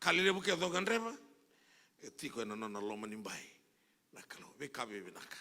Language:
Fijian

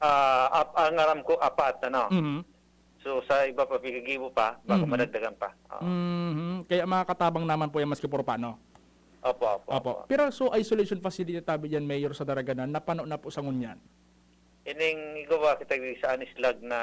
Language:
Bikol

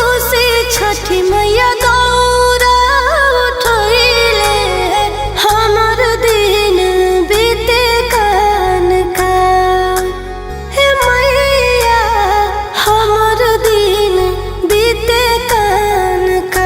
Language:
Magahi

